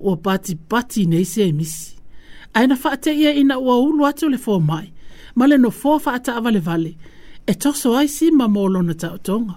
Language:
Samoan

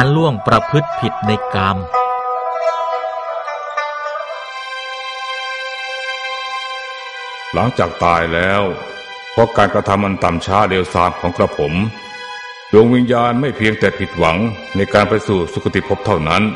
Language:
Thai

